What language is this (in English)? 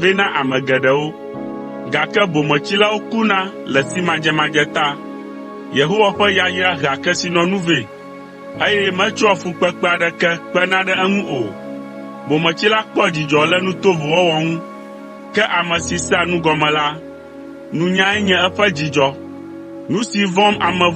Ewe